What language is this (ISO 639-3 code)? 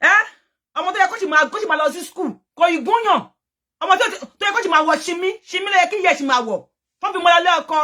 yor